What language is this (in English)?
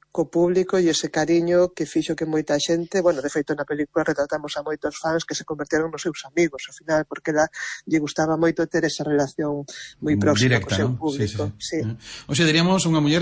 Galician